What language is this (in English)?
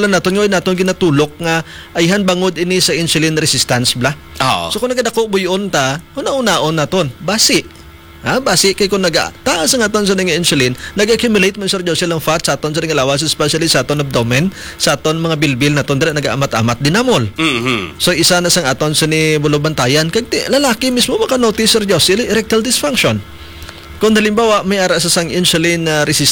Hiligaynon